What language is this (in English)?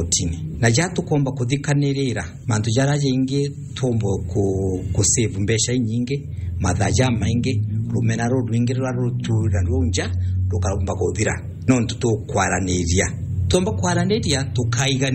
Meru